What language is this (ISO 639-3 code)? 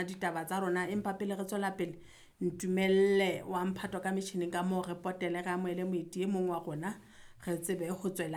sot